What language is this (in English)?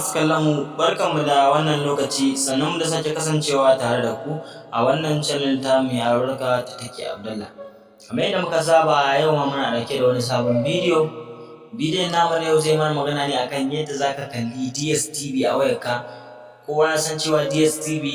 Hausa